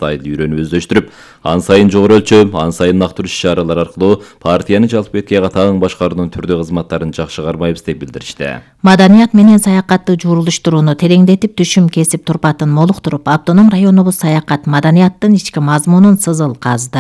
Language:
Kyrgyz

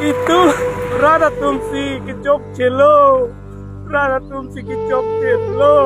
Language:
Karbi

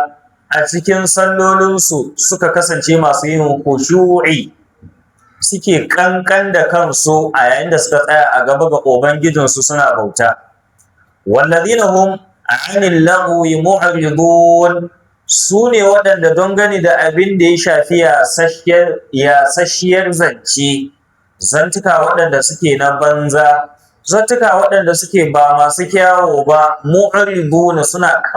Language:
Hausa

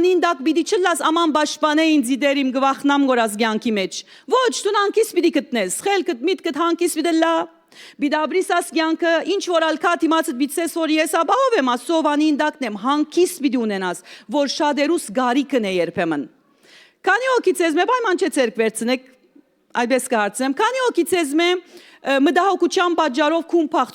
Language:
Western Armenian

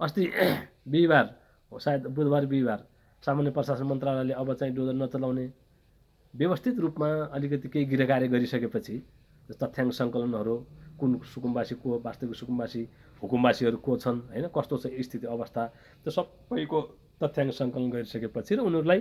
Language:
Nepali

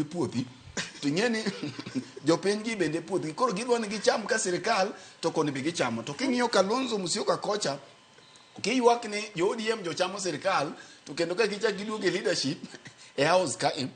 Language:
Luo (Kenya and Tanzania)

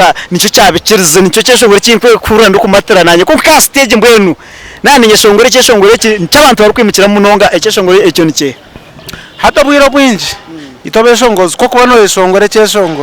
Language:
Nyankole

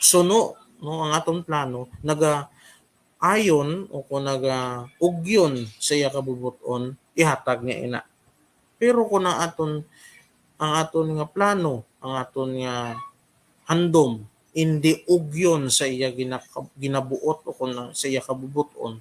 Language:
Hiligaynon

